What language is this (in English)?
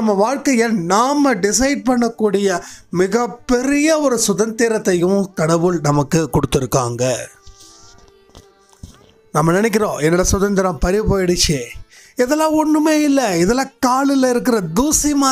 Tamil